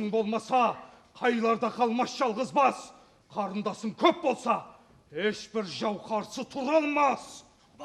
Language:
Kara-Kalpak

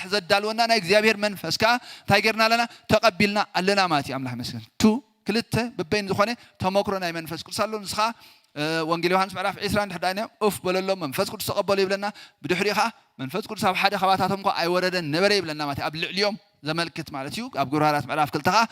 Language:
Tigrinya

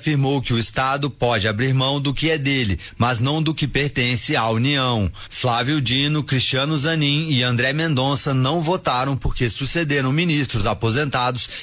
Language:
Portuguese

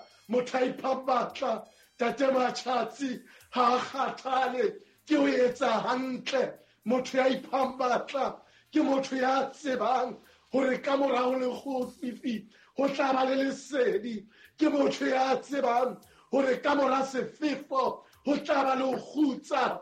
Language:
Southern Sotho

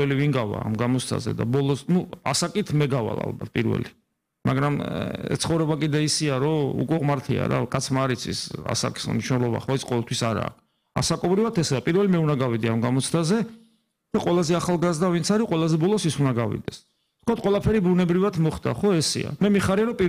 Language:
Georgian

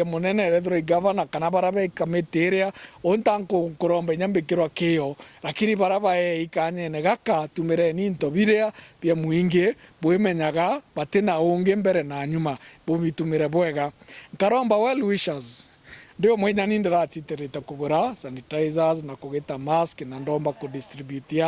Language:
Meru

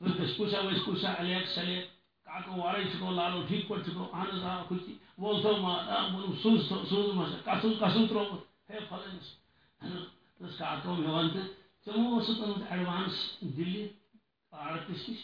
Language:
Kashmiri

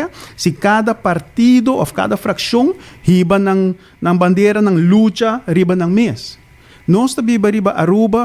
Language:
Papiamento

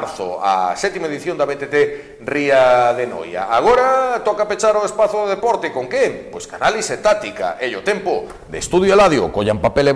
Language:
Galician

